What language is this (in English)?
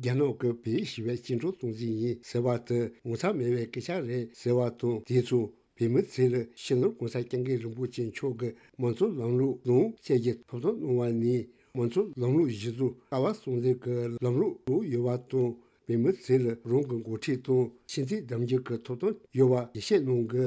Tibetan